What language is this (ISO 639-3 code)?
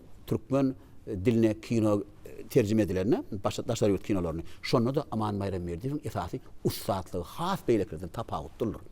tuk